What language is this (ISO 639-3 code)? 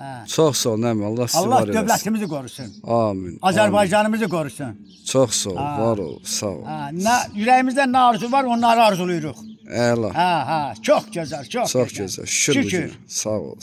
aze